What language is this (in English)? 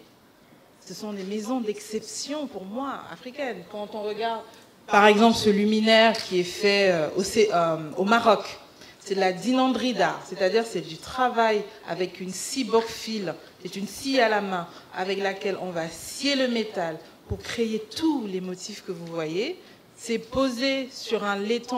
French